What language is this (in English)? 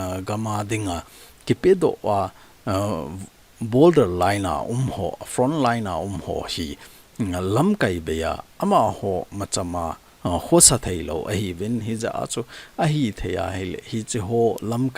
Thado Chin